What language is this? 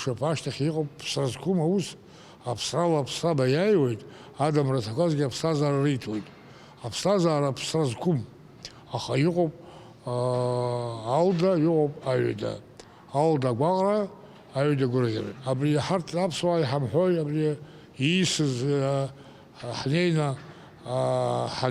Abkhazian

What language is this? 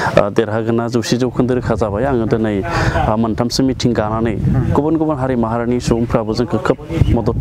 Bodo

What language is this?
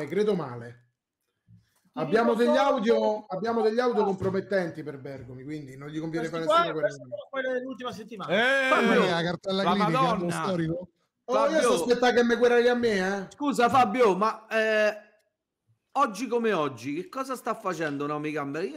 Italian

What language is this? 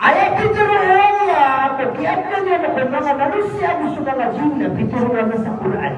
Maranao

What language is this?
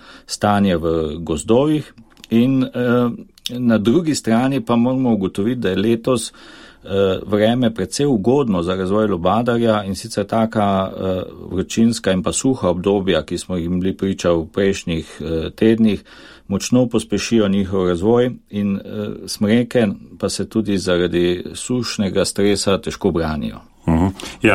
Slovenian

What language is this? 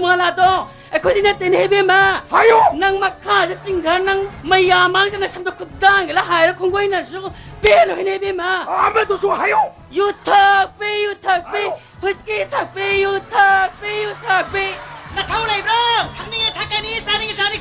Manipuri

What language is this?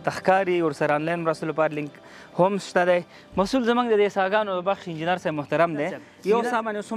Pashto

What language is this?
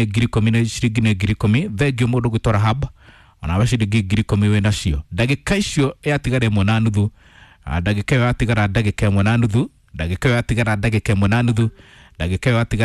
Kikuyu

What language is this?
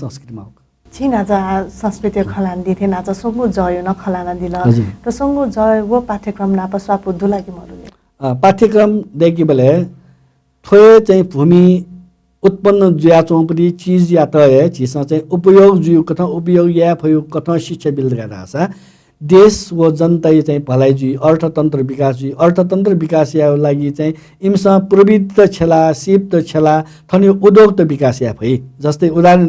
Newari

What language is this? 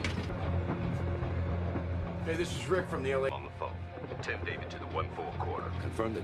English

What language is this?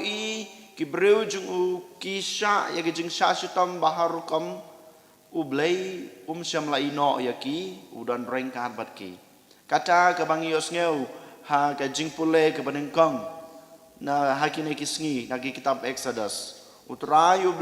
Khasi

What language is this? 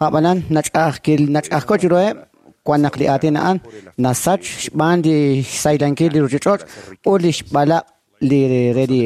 Kekchí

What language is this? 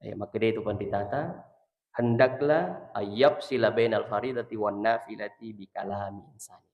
Buginese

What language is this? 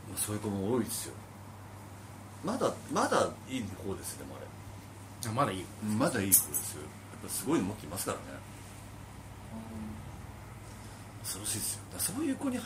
Japanese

